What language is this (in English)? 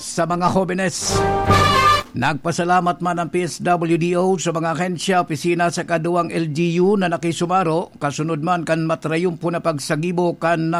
Bikol